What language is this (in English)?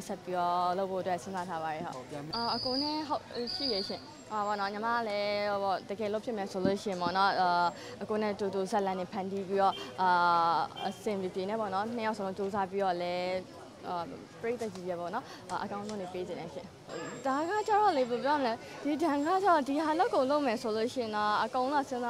Burmese